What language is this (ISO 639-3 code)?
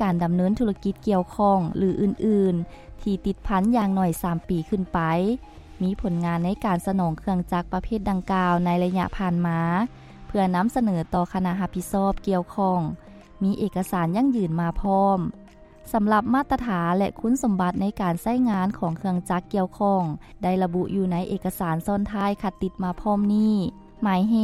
lao